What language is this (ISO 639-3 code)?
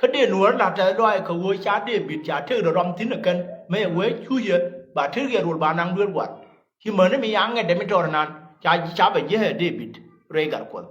nus